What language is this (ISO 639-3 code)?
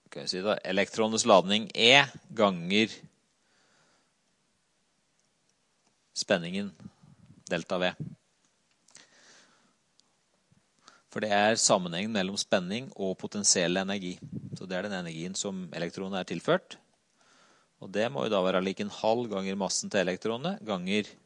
nor